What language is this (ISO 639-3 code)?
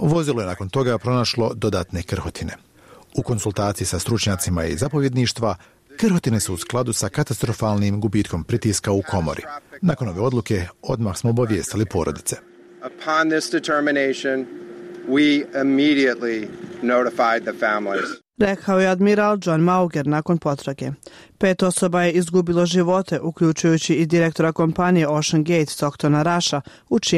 bos